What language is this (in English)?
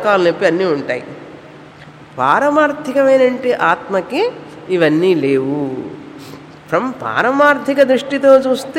Telugu